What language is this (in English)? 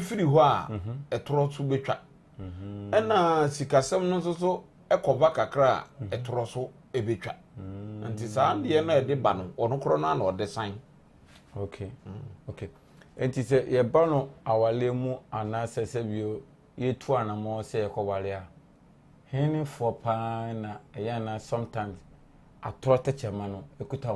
Akan